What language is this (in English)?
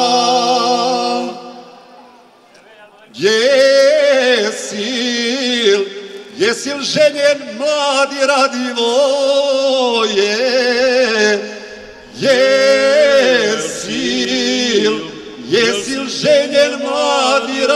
Serbian